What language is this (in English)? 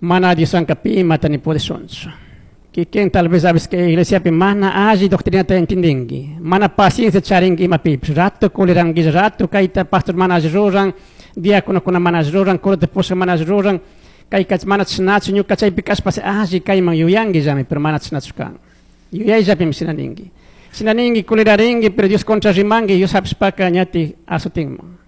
Chimborazo Highland Quichua